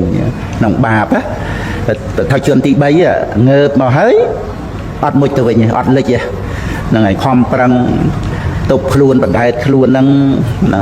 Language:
Khmer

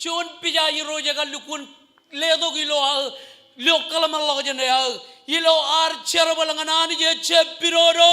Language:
Marshallese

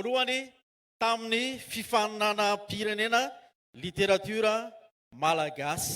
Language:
Malagasy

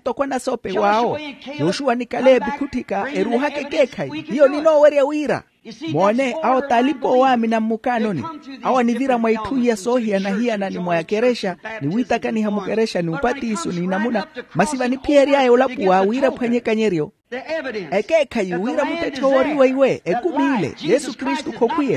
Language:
Makhuwa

